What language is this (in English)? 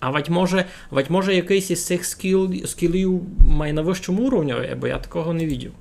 Rusyn